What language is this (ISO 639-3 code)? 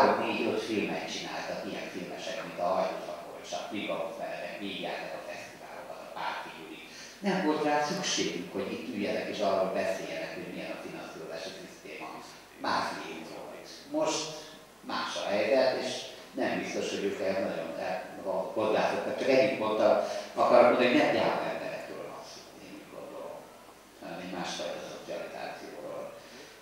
hun